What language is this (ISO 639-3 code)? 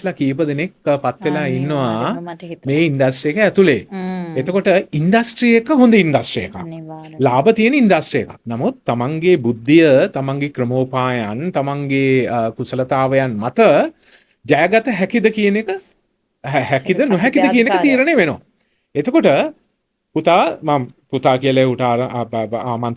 sin